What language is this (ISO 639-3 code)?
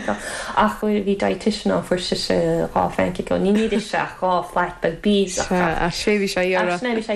gle